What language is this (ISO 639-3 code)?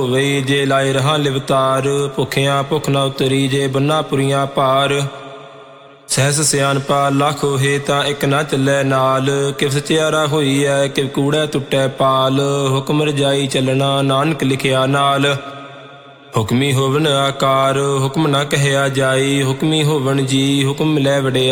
pan